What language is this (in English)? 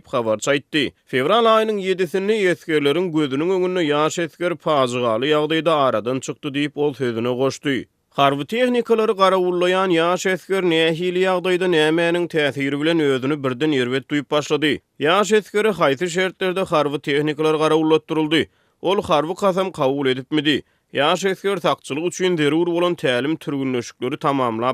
Turkmen